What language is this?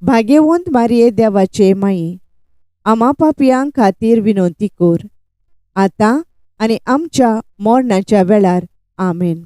Konkani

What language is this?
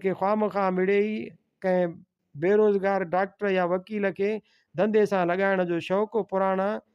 Sindhi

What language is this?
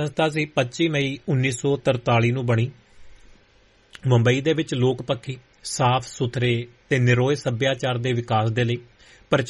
Punjabi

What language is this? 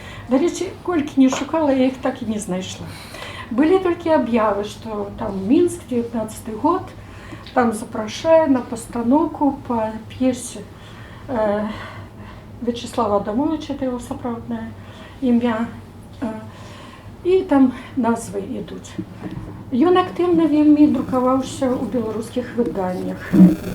Belarusian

